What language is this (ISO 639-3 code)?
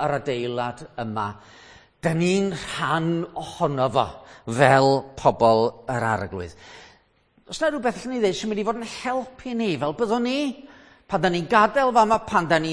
cym